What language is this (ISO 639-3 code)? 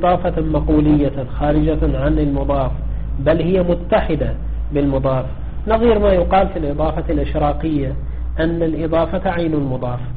ara